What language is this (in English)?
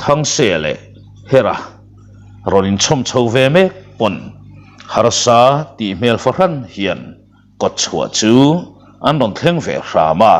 Mizo